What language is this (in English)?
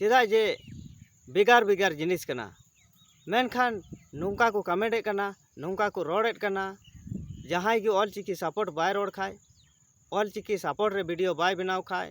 Santali